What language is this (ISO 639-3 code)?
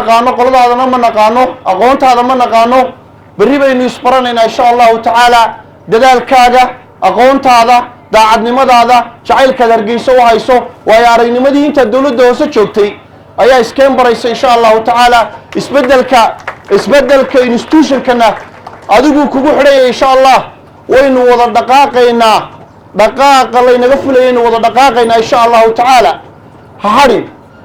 som